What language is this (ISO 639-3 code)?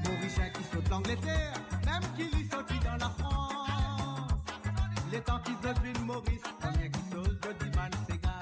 mfe